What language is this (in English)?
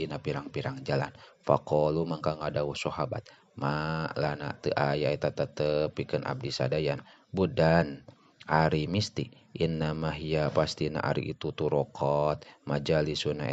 Sundanese